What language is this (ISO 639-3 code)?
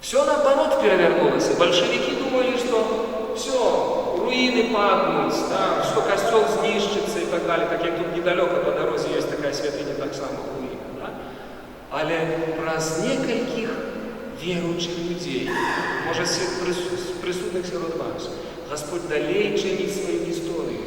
bel